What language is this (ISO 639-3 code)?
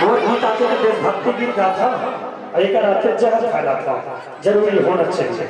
hne